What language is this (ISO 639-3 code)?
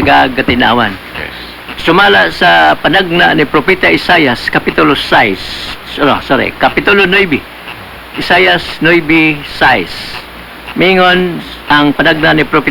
ceb